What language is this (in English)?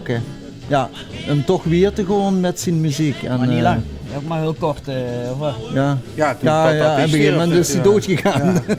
Limburgish